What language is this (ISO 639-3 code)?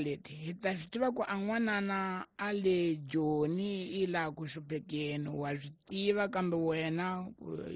tso